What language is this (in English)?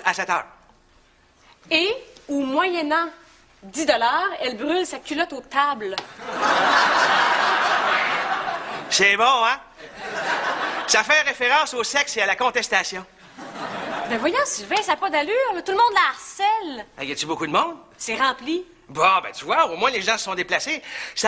French